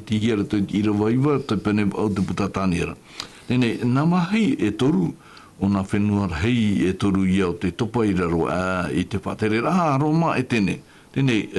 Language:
Tahitian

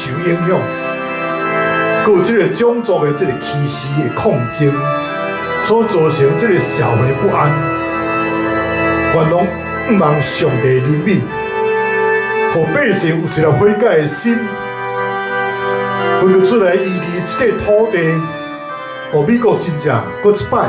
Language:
Min Nan Chinese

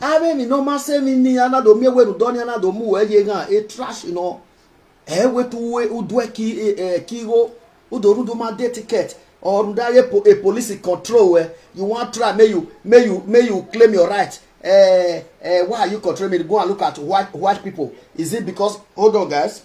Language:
Nigerian Pidgin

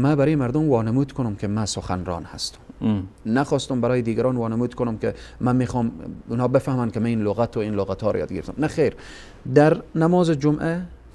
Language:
Persian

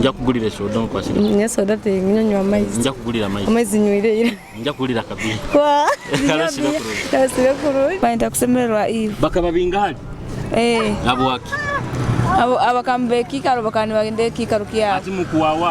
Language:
Nyoro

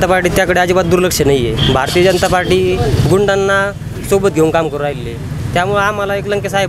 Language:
Marathi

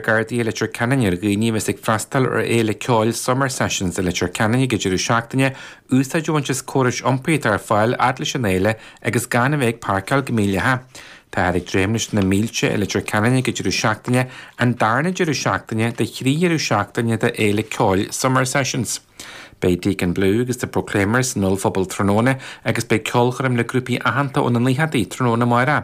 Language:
Irish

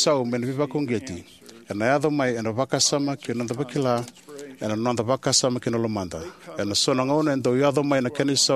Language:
Fijian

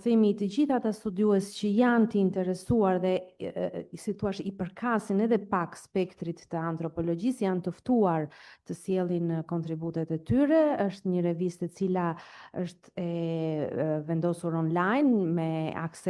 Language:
Albanian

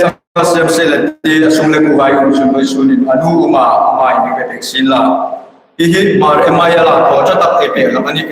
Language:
Hmar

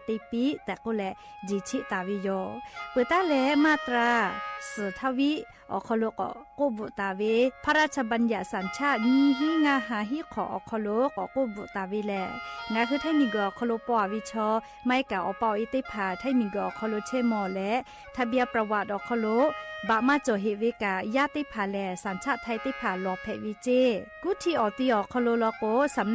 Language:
Lahu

